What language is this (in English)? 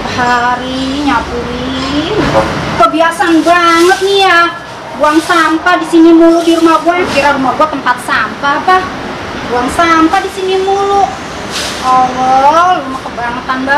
Betawi